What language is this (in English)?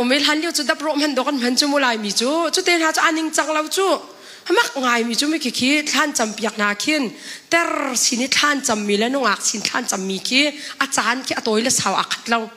Hakha Chin